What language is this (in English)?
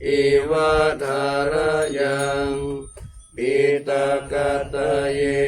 Pali